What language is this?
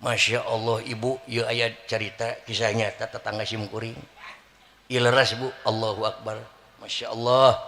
Sundanese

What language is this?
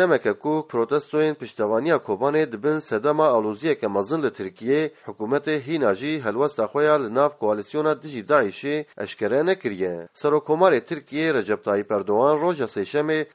Kurdish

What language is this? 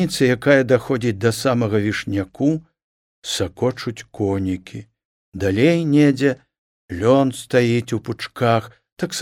Belarusian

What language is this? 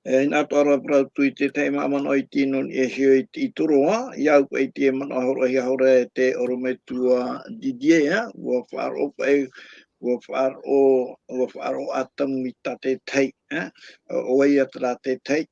Tahitian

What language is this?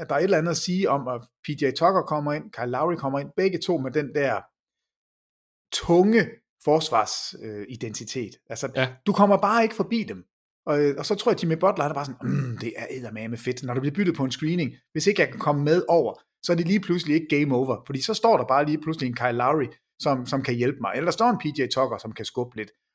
Danish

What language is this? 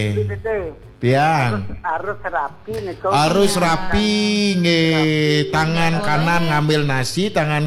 Balinese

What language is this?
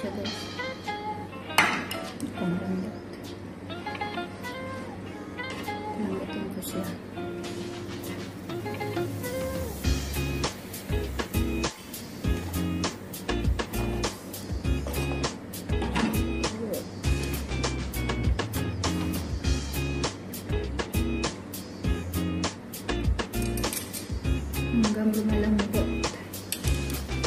Filipino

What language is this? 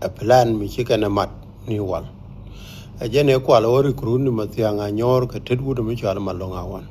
Nuer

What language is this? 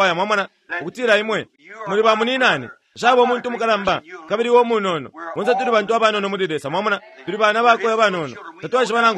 Bemba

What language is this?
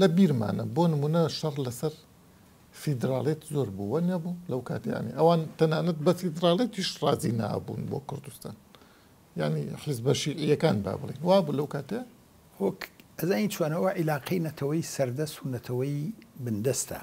Central Kurdish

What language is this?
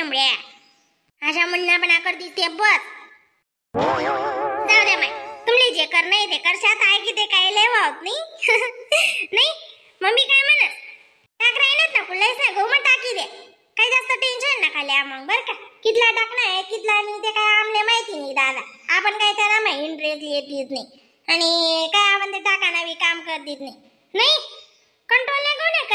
Khandesi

